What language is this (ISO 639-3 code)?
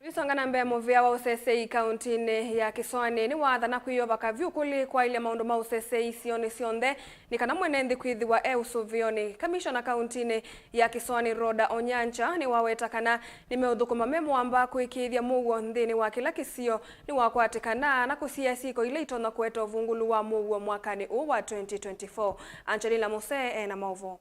kam